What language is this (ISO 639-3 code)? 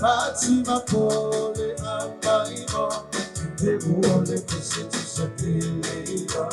smo